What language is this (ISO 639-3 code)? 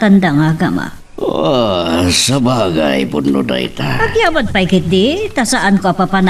ilo